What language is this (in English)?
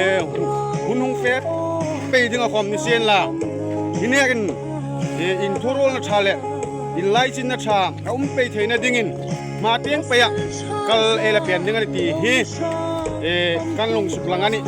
Hmar